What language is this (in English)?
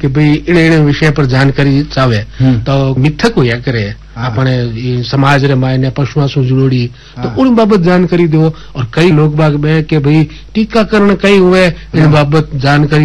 Hindi